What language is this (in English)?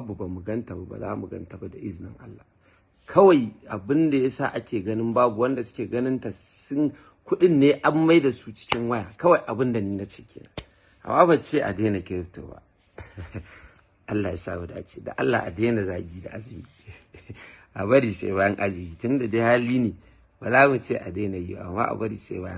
Hausa